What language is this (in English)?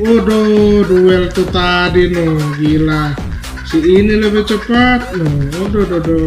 Manado Malay